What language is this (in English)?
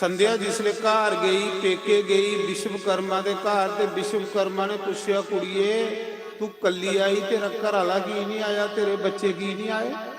Dogri